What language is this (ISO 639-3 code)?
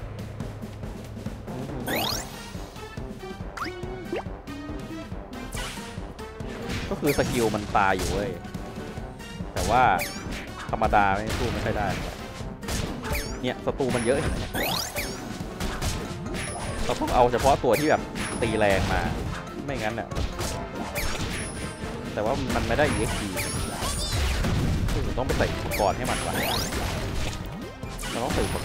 tha